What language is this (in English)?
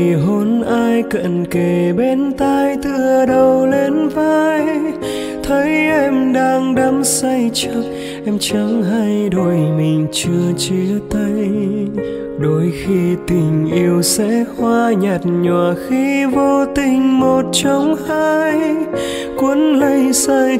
Vietnamese